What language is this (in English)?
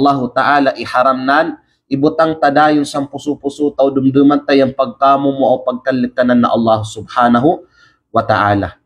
Kalagan